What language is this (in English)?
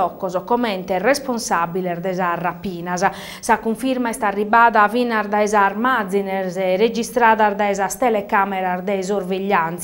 Sardinian